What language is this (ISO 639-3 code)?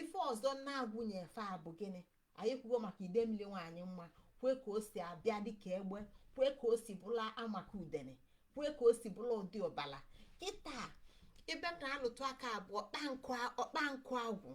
ibo